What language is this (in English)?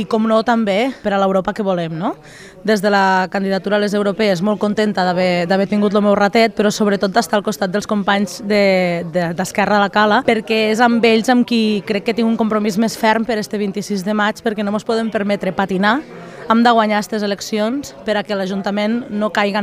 Catalan